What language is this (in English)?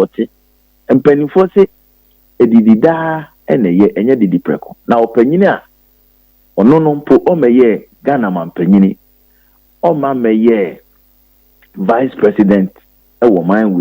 Akan